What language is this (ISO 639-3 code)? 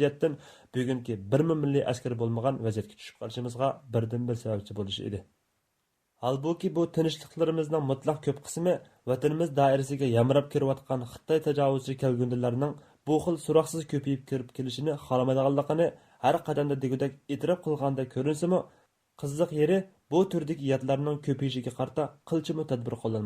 uig